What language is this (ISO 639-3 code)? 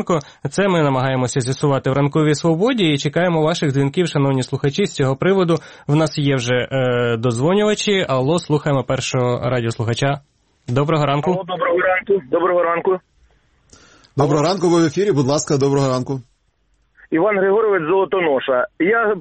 ukr